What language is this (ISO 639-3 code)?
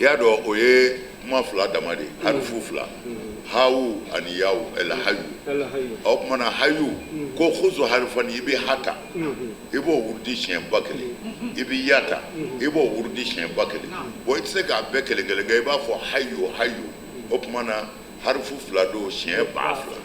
bam